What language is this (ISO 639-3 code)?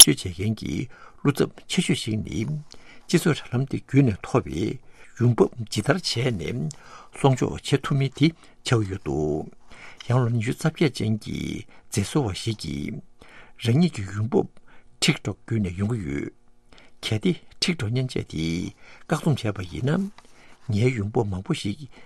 bod